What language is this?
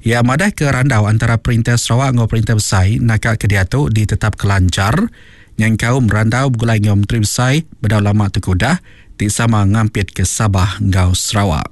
Iban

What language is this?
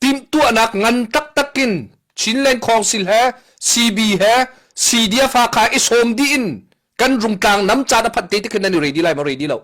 Hakha Chin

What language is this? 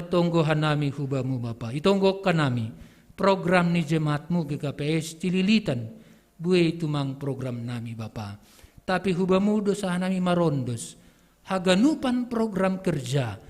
Batak Simalungun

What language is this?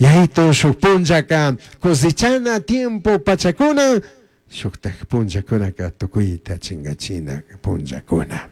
Chimborazo Highland Quichua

